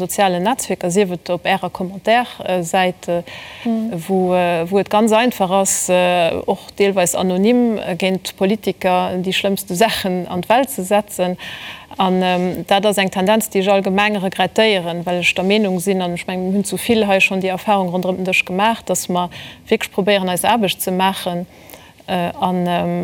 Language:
Luxembourgish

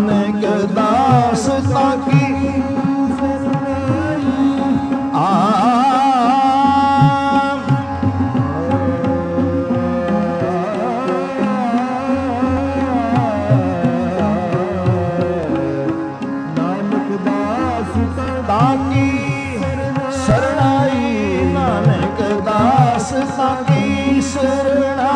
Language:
Punjabi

